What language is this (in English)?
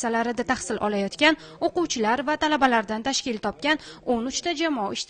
Uzbek